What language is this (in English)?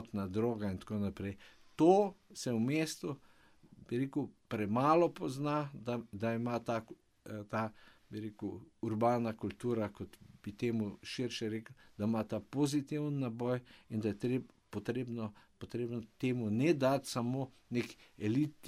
Slovenian